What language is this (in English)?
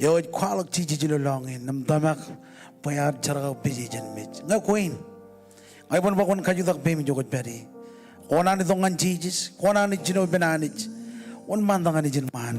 Marshallese